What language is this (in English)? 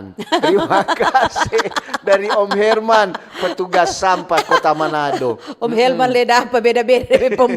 Manado Malay